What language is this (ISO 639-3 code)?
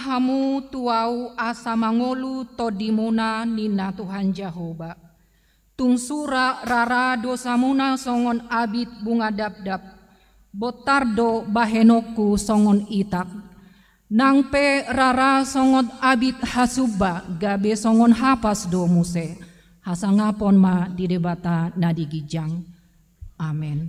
bbc